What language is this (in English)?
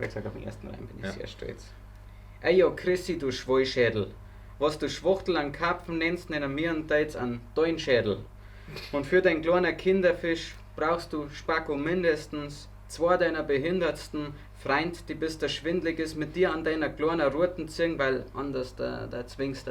Bavarian